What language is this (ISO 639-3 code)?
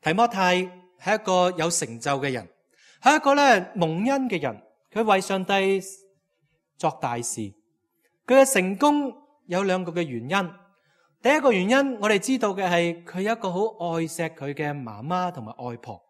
yue